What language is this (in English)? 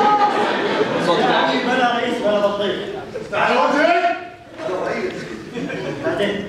Gulf Arabic